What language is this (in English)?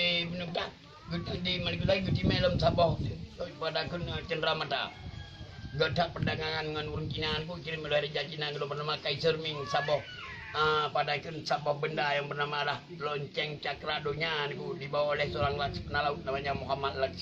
Achinese